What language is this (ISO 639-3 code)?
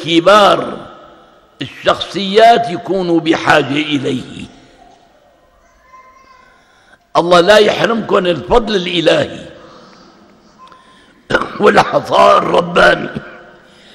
ara